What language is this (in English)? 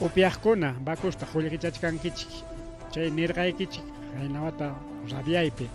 Ayacucho Quechua